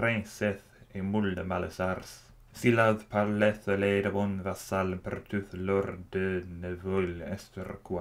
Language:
Old French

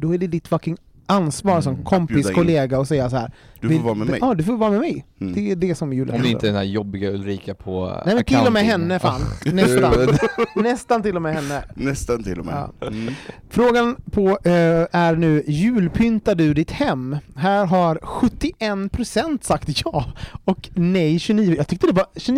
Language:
Swedish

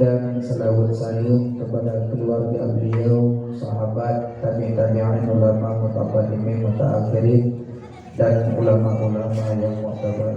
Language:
Achinese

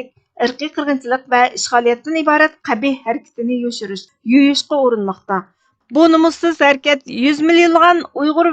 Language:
Uyghur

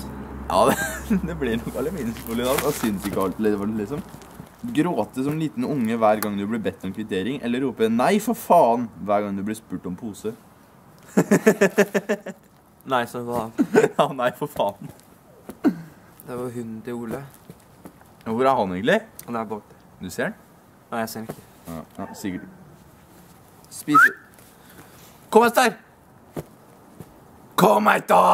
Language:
Norwegian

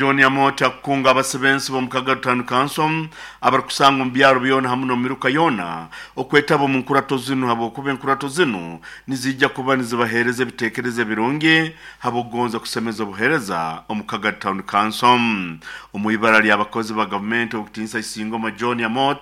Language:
Nyoro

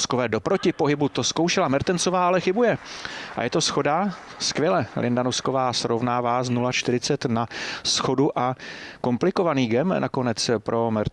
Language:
Czech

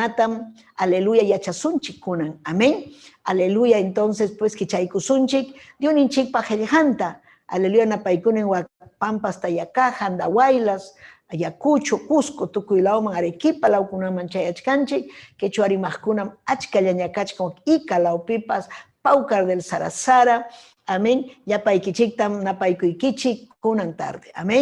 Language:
Ayacucho Quechua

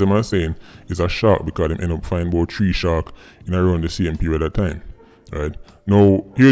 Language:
Jamaican Creole English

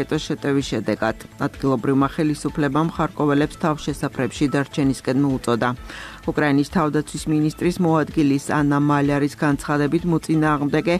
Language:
Georgian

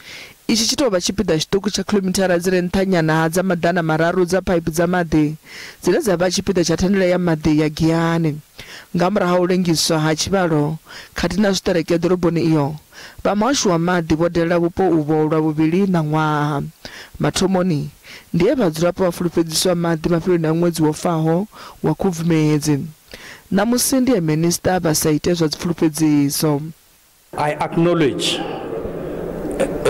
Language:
Venda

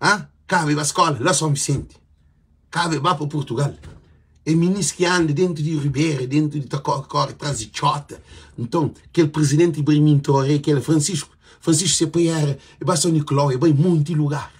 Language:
Kabuverdianu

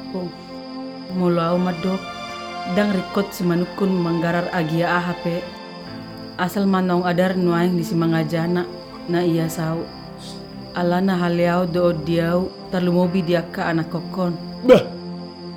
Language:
Batak Toba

